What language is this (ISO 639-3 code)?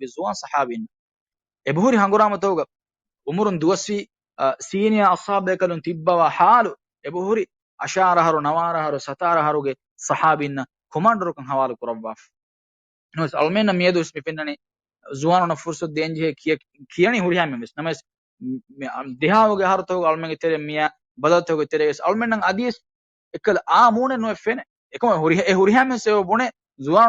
div